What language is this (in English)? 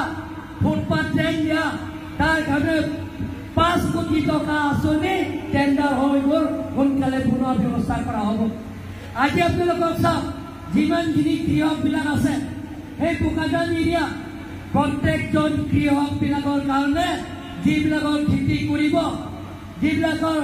Assamese